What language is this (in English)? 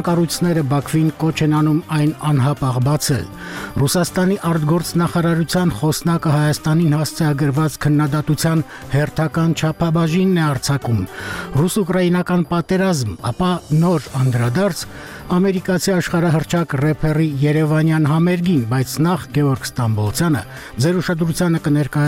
Armenian